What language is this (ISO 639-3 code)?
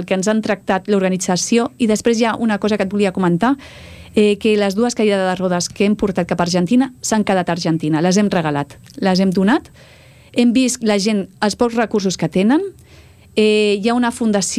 cat